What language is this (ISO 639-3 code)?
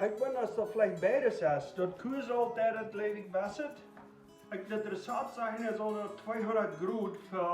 pdt